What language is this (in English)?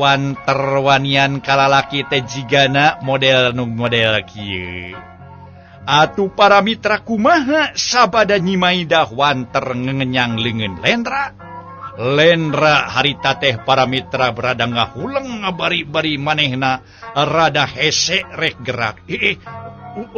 Sundanese